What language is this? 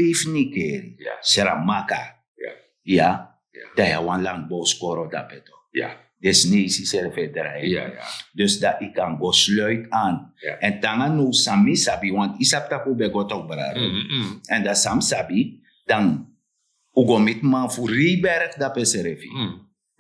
Sranan Tongo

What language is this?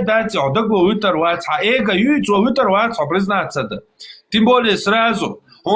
Chechen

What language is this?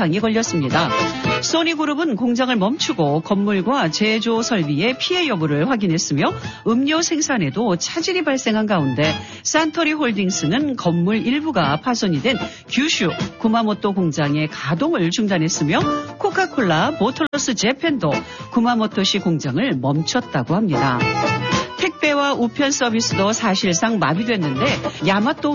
Korean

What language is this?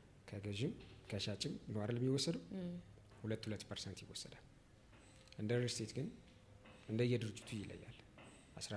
Amharic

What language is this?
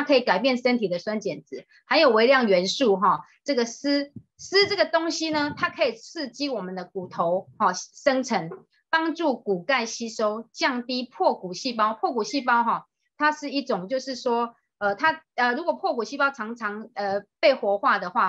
Chinese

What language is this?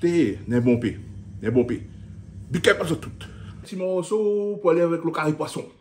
Réunion Creole French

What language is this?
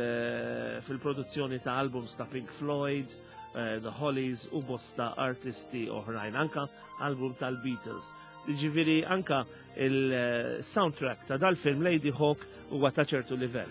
Maltese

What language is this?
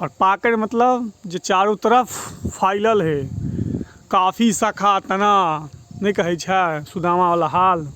Maithili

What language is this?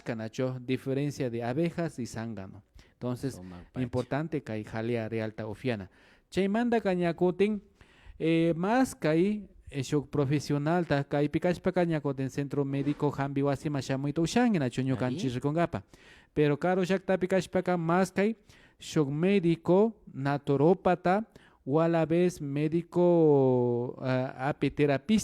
Imbabura Highland Quichua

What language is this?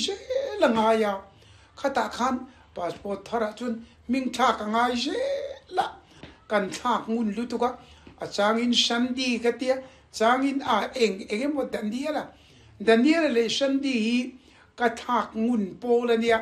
Mizo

